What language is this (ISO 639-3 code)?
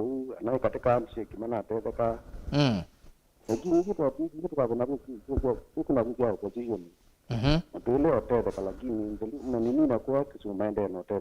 kam